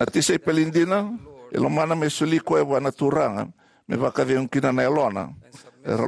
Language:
Fijian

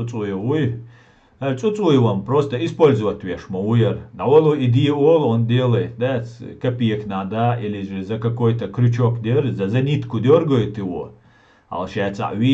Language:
Chechen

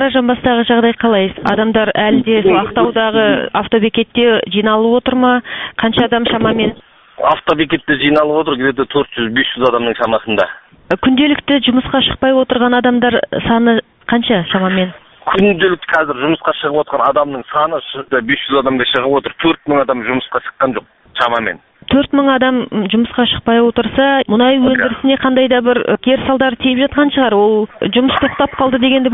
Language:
Kazakh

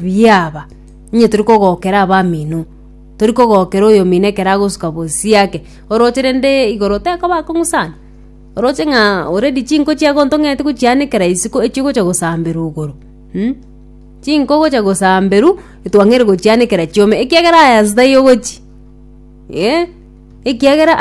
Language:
Gusii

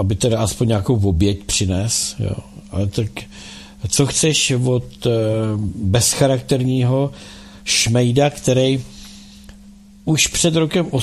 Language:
Czech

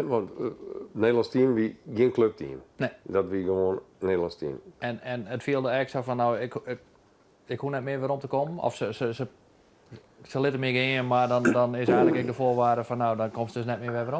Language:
Western Frisian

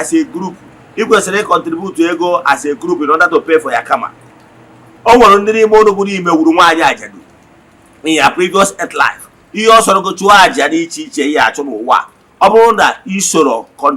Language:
Igbo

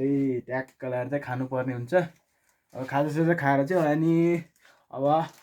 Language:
Nepali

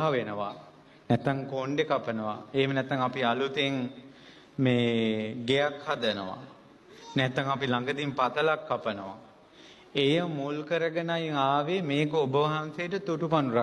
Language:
Sinhala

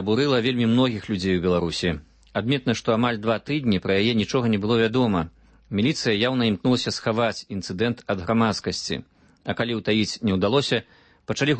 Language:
Belarusian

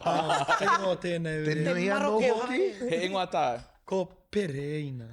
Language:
Māori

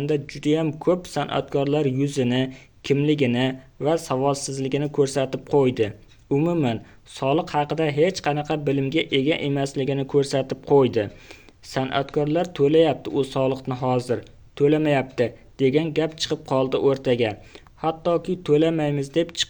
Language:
Uzbek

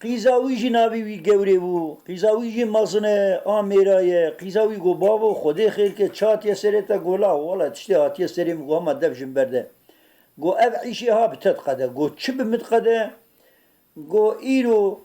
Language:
Kurdish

